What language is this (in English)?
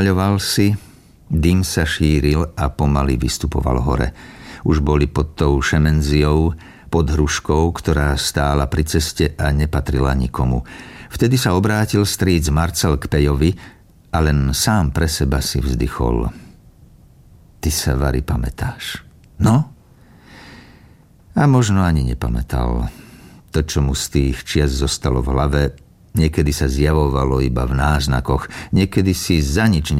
Slovak